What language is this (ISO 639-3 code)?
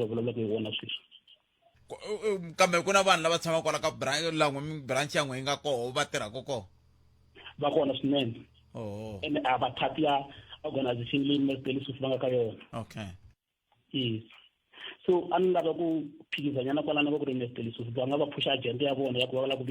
tso